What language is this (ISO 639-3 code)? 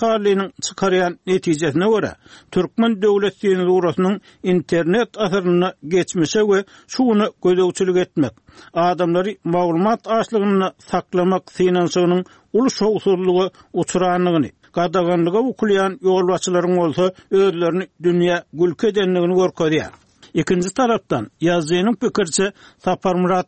tuk